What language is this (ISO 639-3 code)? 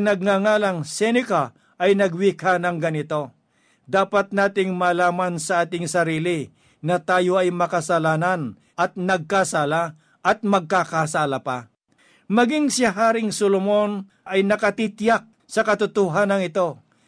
fil